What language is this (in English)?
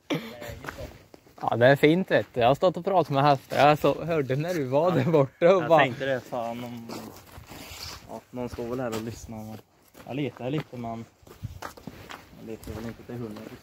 Swedish